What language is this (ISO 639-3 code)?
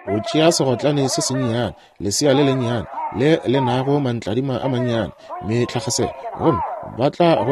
nso